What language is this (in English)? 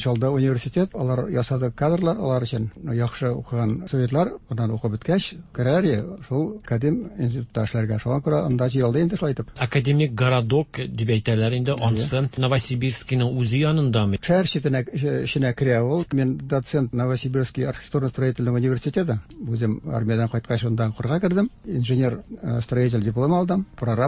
Tatar